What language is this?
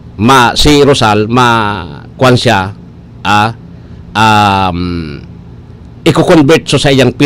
Bikol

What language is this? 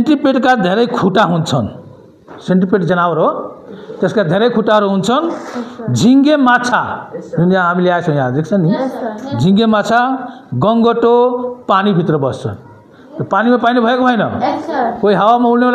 Nepali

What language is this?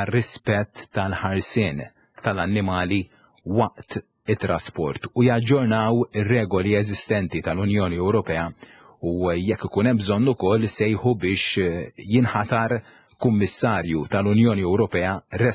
Maltese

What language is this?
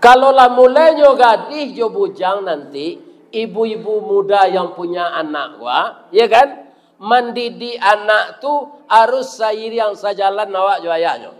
Minangkabau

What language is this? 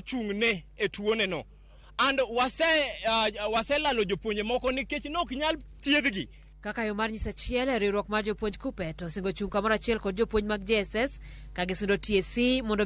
Luo (Kenya and Tanzania)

